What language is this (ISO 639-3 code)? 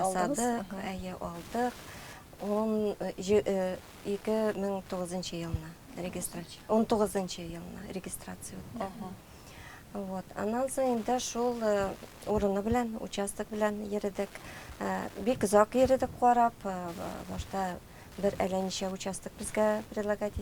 tat